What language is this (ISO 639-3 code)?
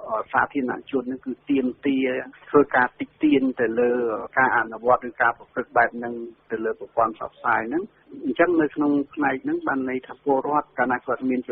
khm